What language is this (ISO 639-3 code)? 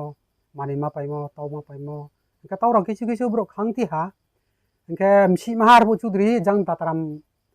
ria